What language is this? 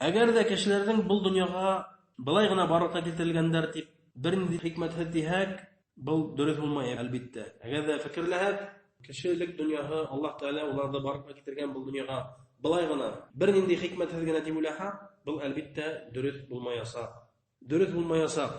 Bashkir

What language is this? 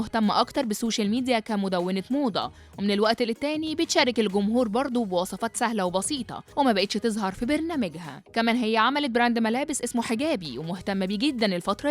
Egyptian Arabic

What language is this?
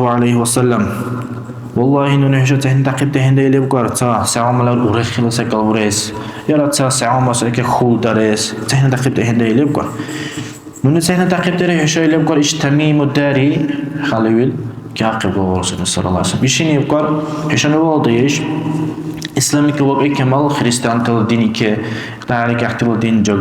Dargwa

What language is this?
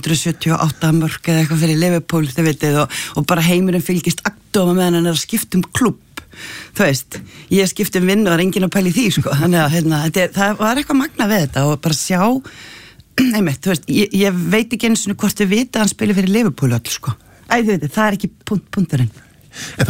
Icelandic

